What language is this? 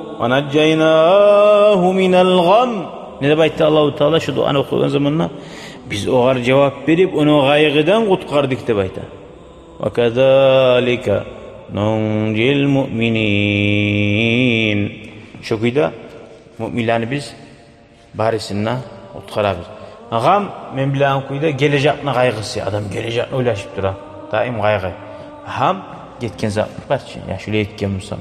Kumyk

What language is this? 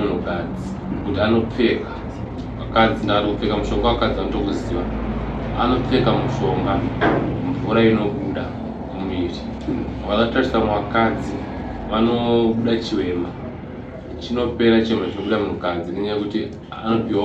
Shona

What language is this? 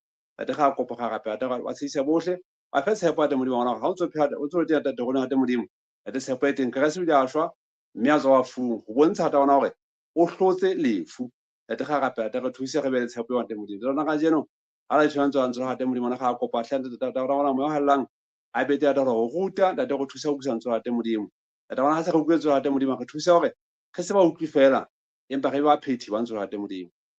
Southern Sotho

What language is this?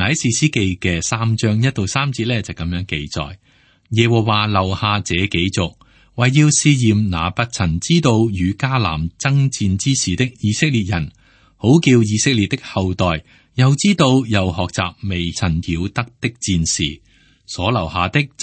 Cantonese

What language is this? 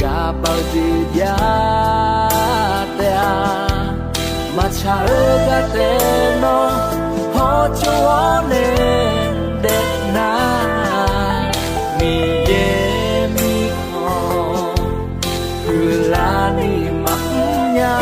Akha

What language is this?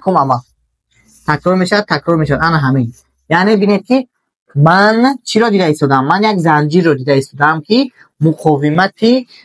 Tajik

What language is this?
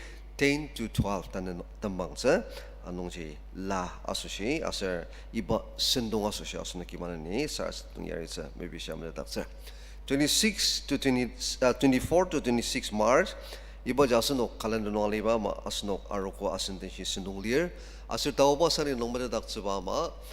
Ao Naga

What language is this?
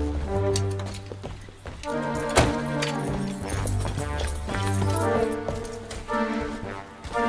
Dutch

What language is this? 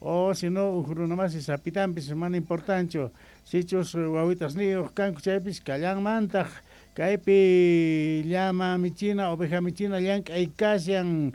South Bolivian Quechua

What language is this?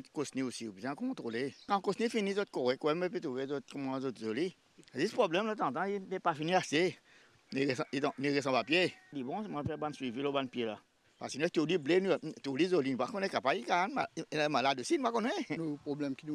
Morisyen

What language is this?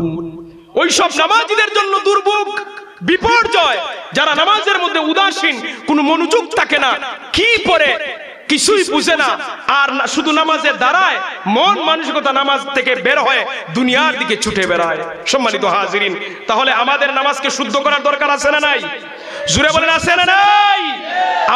Bangla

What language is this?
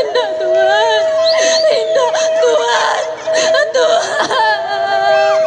Minangkabau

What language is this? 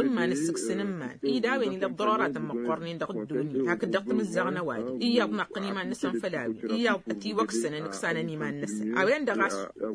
Tamasheq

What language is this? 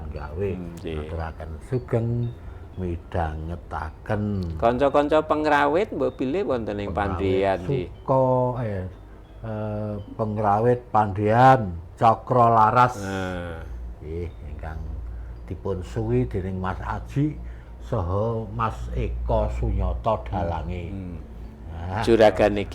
Javanese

